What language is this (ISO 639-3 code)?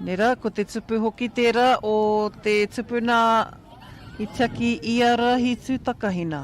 mri